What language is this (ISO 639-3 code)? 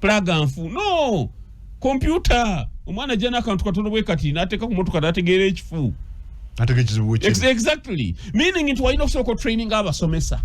lug